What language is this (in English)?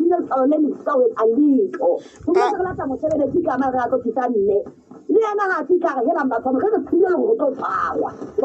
Southern Sotho